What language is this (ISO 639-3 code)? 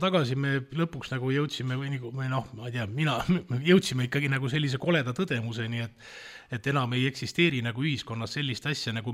est